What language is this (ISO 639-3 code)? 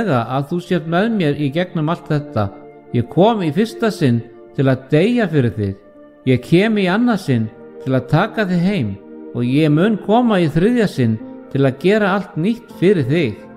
isl